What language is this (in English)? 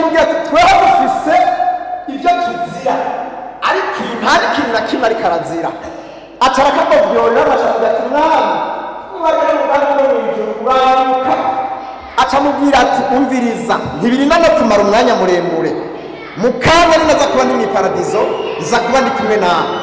Rundi